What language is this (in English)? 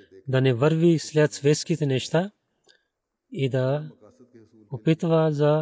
Bulgarian